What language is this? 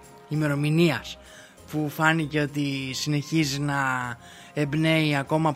Greek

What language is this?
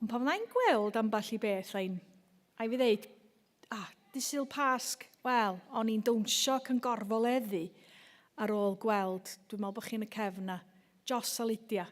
Welsh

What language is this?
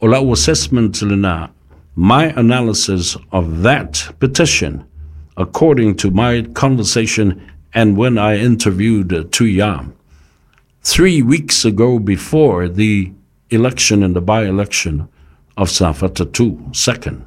Samoan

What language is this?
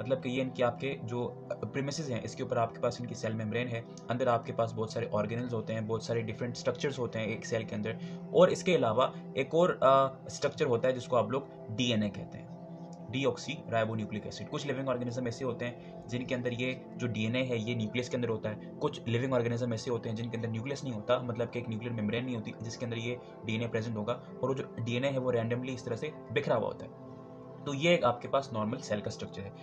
Hindi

